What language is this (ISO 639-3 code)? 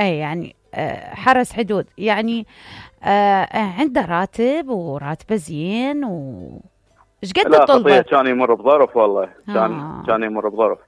acm